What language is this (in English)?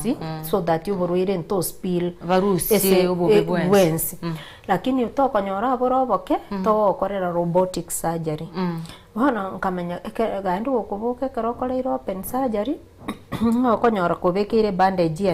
Gusii